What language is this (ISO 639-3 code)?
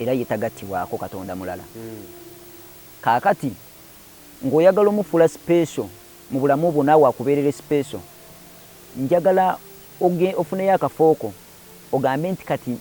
lug